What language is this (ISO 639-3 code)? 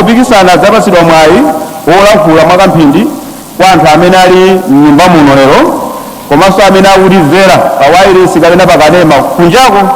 nya